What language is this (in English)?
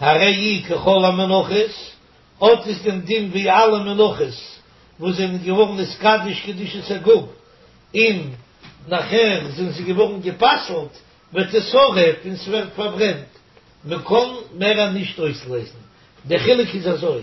Yiddish